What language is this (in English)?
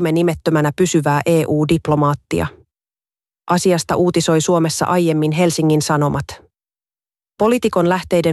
Finnish